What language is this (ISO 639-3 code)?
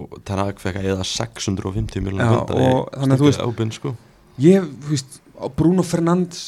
isl